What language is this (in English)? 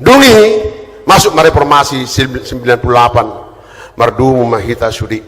Batak Toba